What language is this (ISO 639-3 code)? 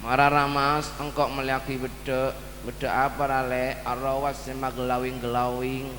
mad